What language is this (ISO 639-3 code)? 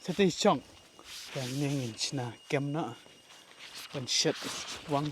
kha